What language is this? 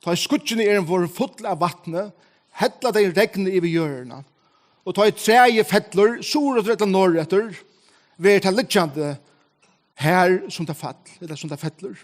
Faroese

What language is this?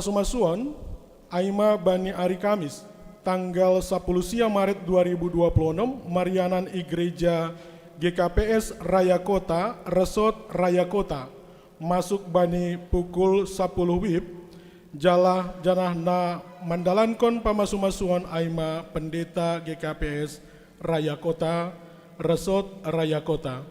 Batak Simalungun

